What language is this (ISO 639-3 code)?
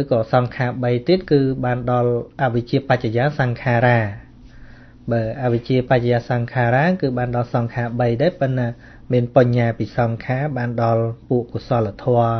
khm